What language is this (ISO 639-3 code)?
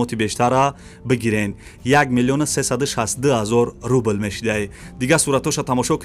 tgk